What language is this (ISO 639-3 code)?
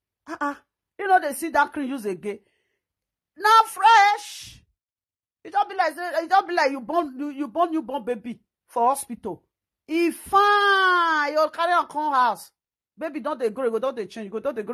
pcm